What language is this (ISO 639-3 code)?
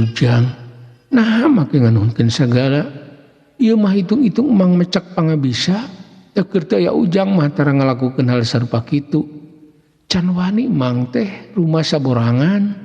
sun